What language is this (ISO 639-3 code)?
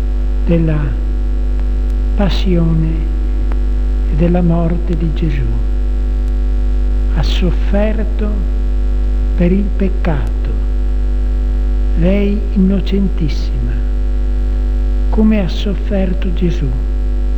ita